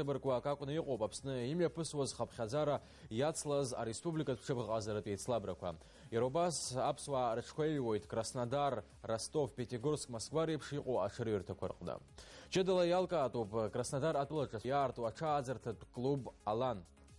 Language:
Abkhazian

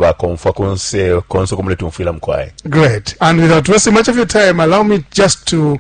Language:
Bemba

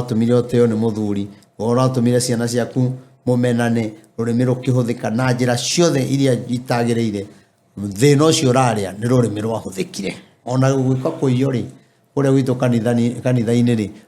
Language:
Kikuyu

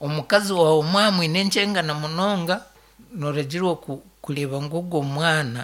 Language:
Nyankole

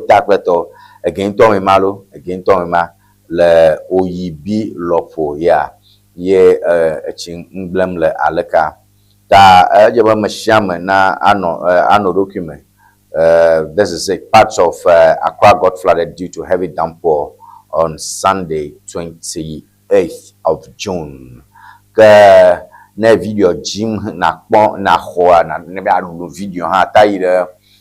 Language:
Ewe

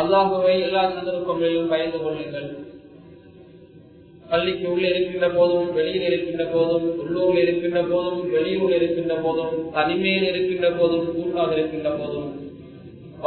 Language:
Tamil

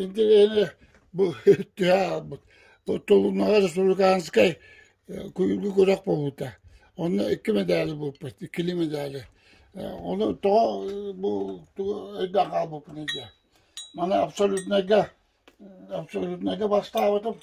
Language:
Yakut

